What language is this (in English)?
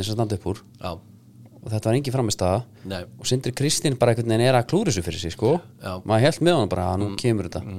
Icelandic